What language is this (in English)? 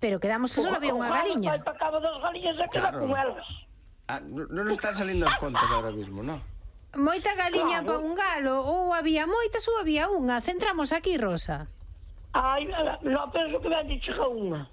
Galician